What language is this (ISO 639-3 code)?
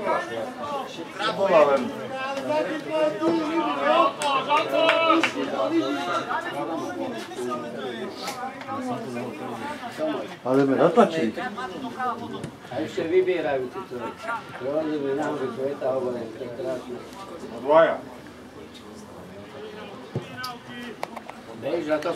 slk